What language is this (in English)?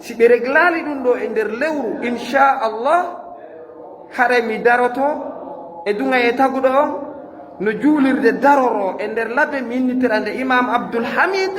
Fula